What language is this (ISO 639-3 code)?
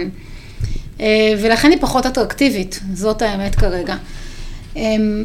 heb